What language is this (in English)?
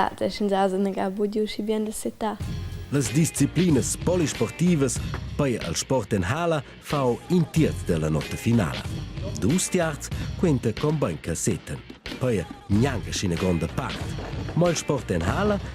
Romansh